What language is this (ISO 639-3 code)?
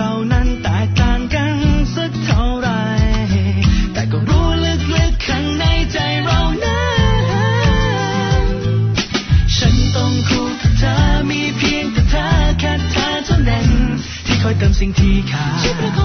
tha